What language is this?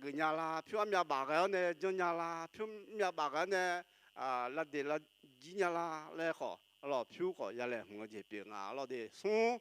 Akha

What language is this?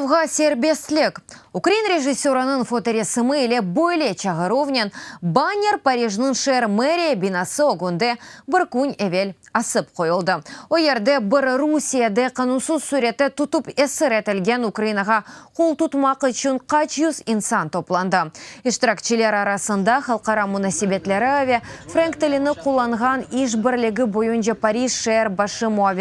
Crimean Tatar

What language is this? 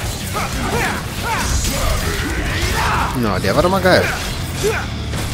German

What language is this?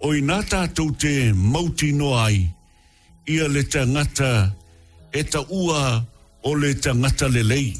Samoan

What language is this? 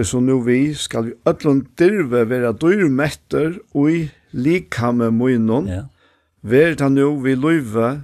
Faroese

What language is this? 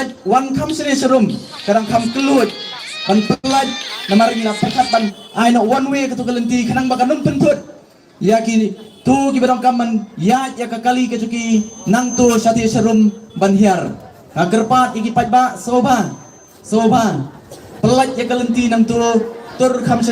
Khasi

